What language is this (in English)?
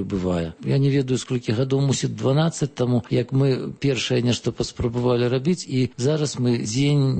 Belarusian